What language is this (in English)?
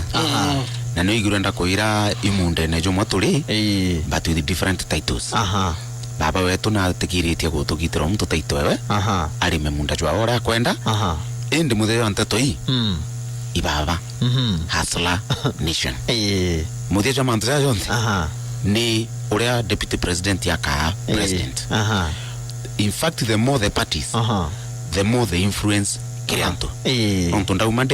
Meru